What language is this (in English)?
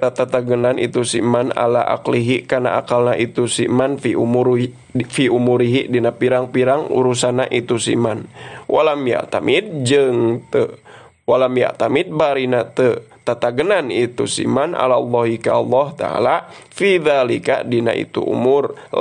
Sundanese